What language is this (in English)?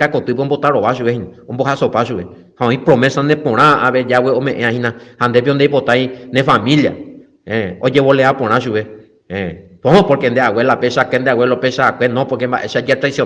Guarani